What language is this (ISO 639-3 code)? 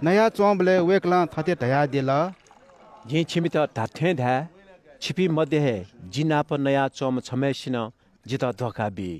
new